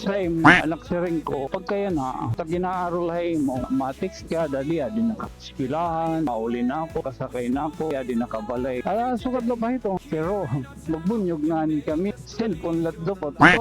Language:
Waray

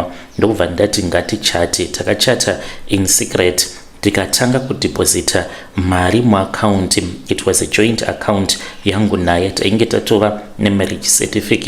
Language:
Shona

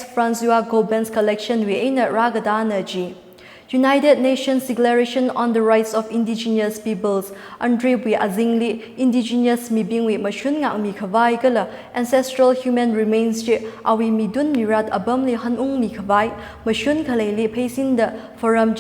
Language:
Tangkhul Naga (India)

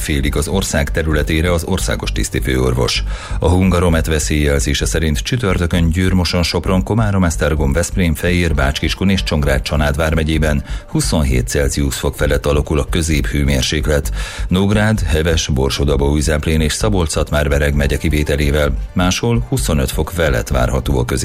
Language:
Hungarian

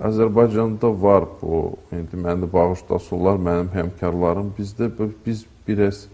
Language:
Azerbaijani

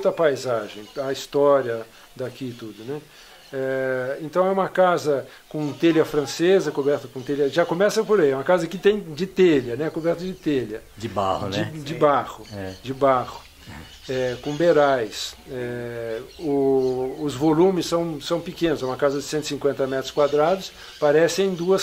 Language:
Portuguese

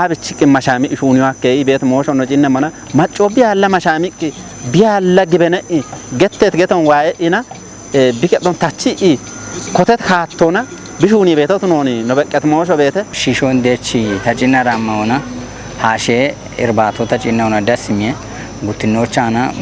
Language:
Kafa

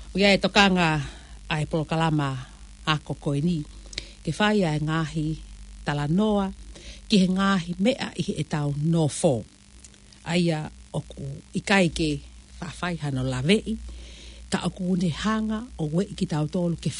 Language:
Tongan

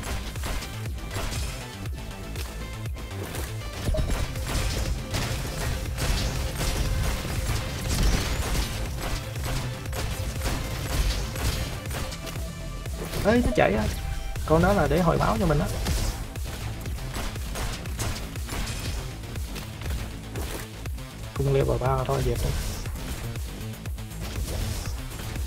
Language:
Vietnamese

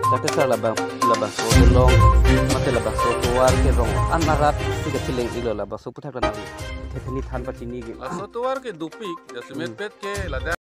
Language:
Karbi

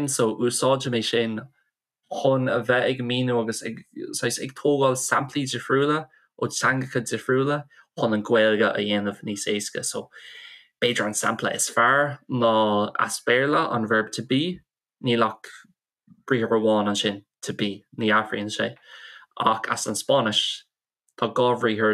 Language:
Irish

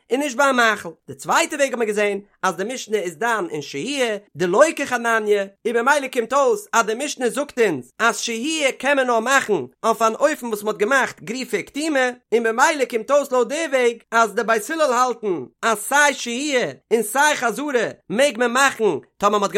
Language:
Yiddish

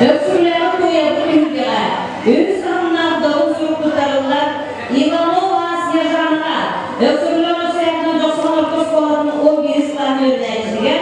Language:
Yakut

